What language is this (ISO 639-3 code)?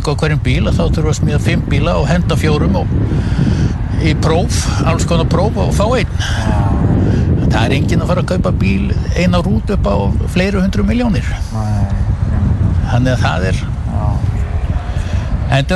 isl